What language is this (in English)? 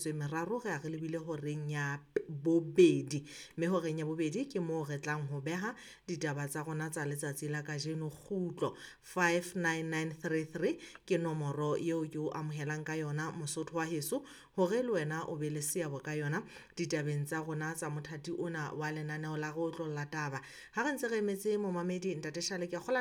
Southern Sotho